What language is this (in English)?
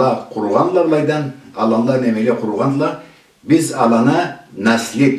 Karachay-Balkar